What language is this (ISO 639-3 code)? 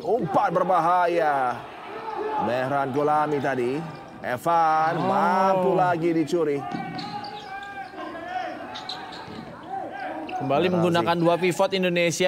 ind